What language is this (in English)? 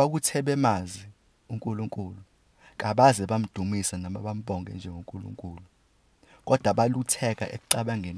Zulu